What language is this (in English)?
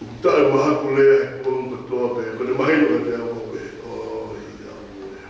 Tongan